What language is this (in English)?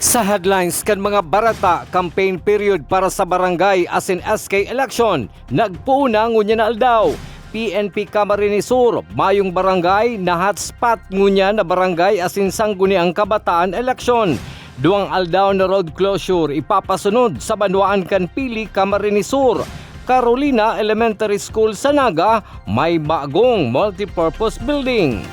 Bikol